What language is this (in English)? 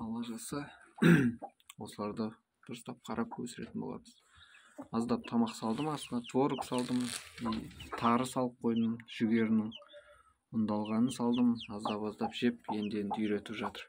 Kazakh